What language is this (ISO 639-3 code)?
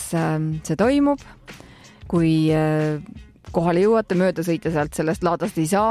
est